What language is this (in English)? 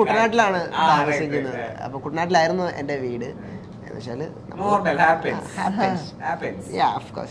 Malayalam